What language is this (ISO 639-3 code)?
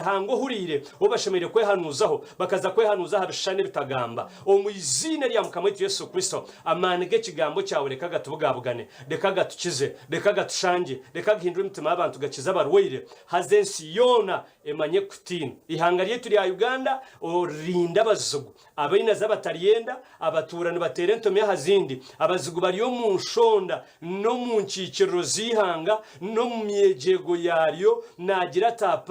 nyn